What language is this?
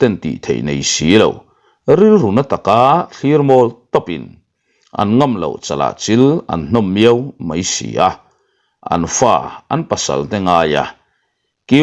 Mizo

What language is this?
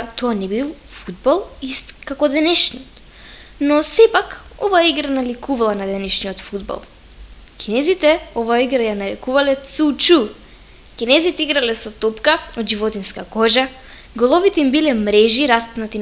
Macedonian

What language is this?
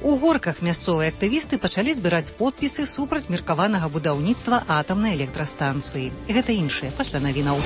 Belarusian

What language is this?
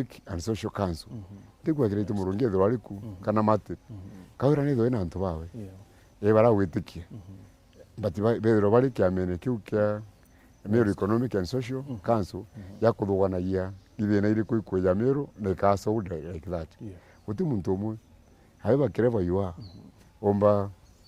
Meru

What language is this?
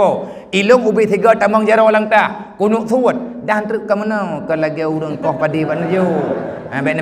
Achinese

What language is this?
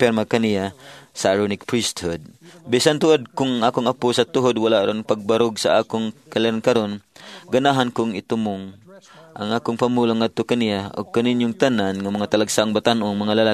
Cebuano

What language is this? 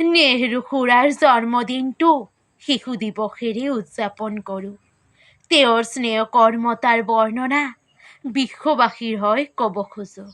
Assamese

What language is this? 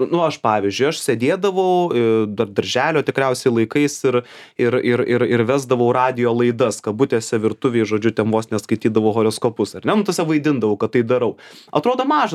Lithuanian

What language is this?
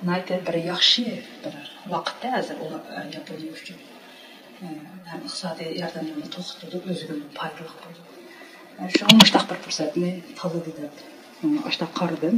Uyghur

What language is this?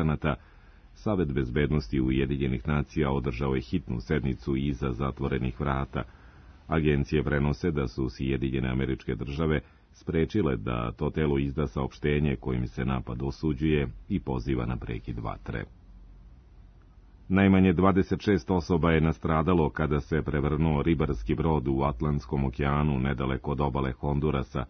Serbian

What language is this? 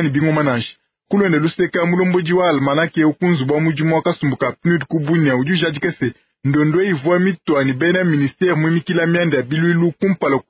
Luba-Lulua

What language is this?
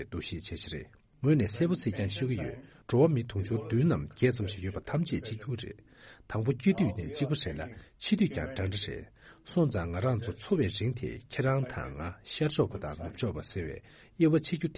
Tibetan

